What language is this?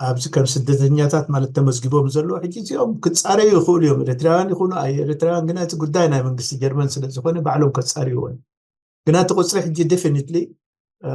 Tigrinya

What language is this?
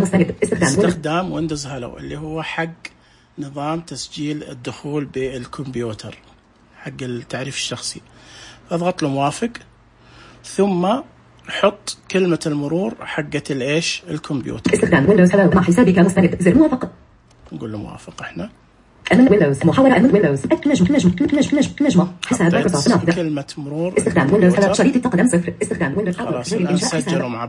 Najdi Arabic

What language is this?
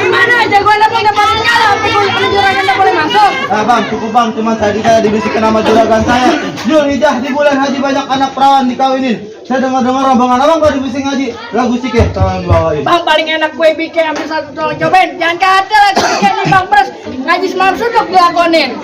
Betawi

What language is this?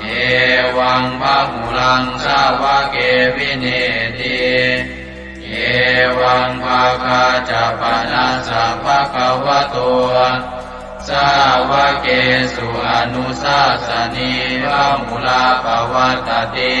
Pali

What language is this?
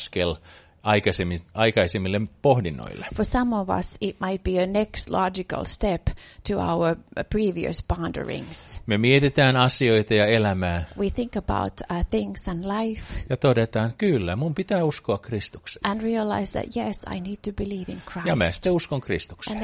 Finnish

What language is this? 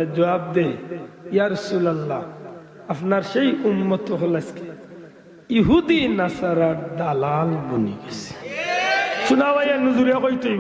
Sylheti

